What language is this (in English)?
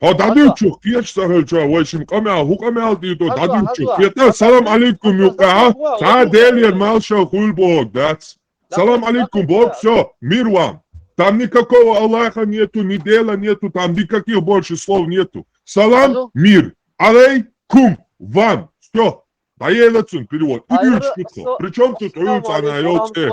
Chechen